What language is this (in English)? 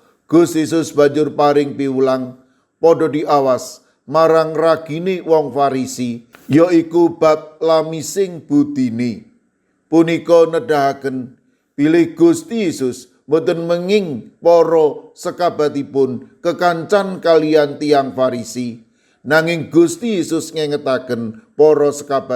Javanese